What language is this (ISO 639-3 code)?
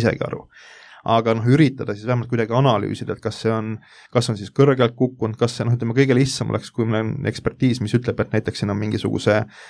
est